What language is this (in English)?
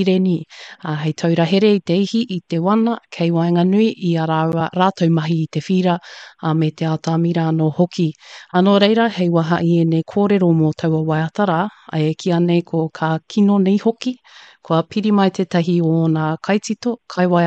Māori